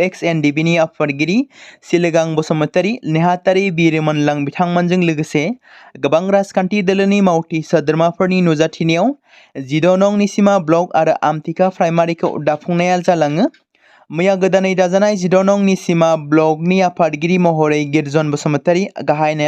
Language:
Bodo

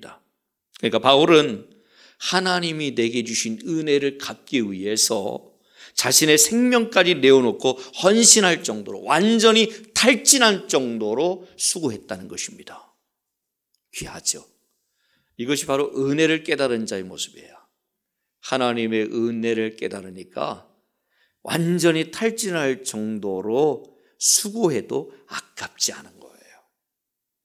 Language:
Korean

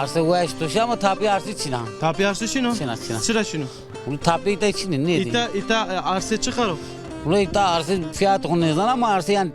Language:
Zaza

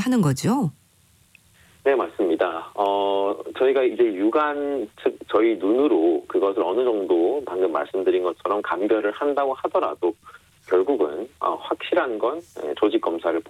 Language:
Korean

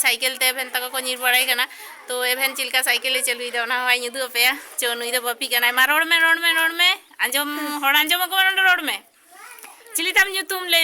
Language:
Santali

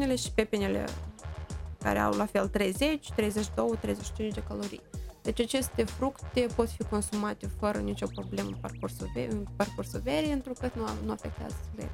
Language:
Romanian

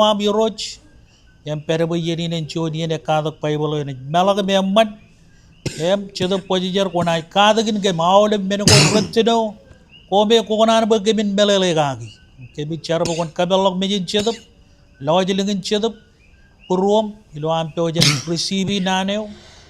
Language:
Marshallese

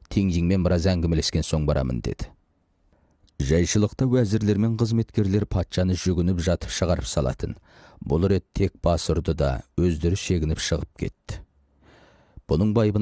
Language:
Kazakh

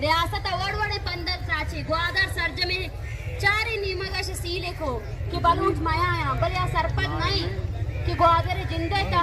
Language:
Eastern Balochi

